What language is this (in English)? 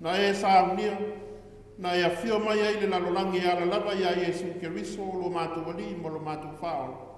Samoan